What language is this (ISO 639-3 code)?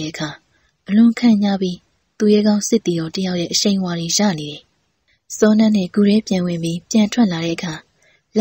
mya